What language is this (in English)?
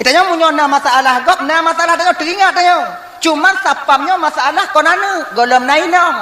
Achinese